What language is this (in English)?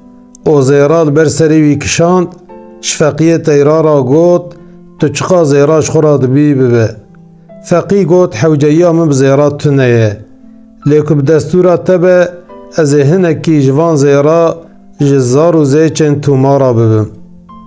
Kurdish